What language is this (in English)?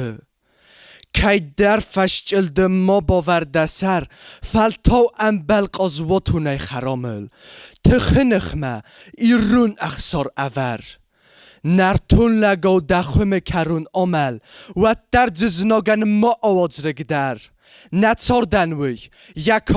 Ossetic